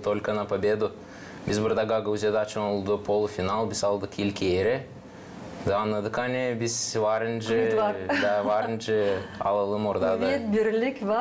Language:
Gagauz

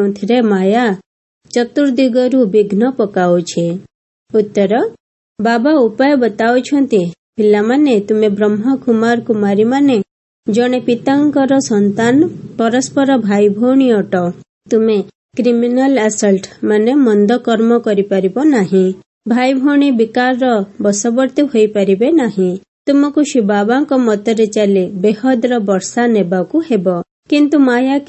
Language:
Odia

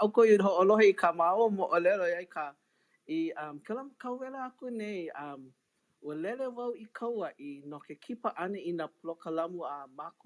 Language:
Hawaiian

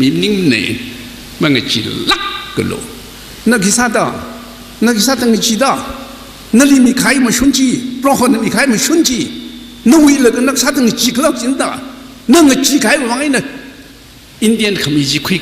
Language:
Tangkhul Naga (India)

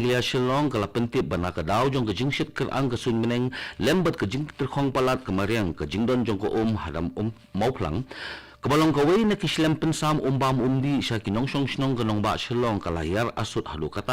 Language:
Khasi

